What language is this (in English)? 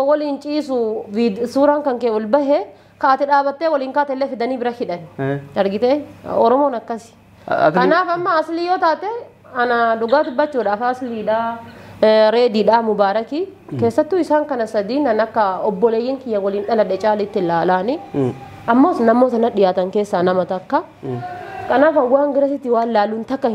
Oromo